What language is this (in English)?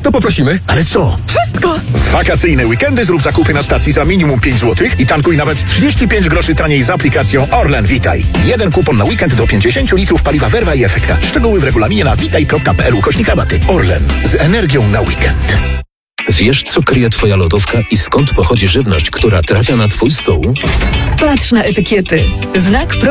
Polish